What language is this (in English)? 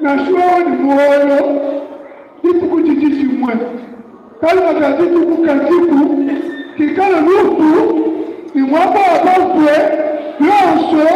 Luba-Lulua